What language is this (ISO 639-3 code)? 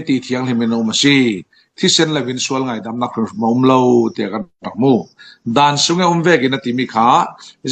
cfm